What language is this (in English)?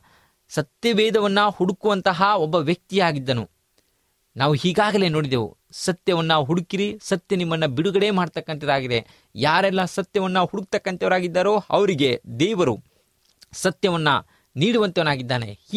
Kannada